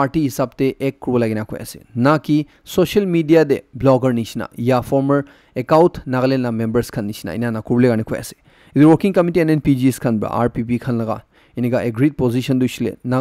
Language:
Naga Pidgin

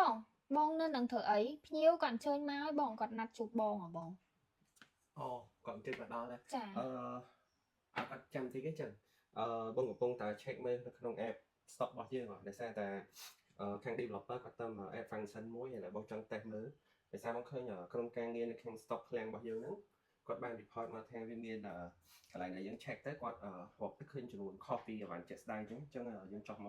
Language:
Khmer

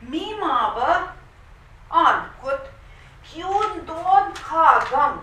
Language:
Central Ojibwa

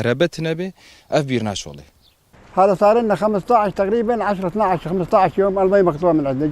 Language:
Kurdish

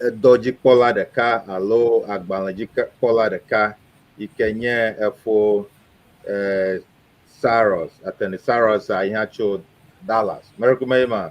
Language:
Ewe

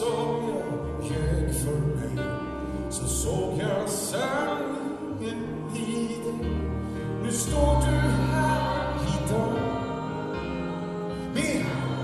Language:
Swedish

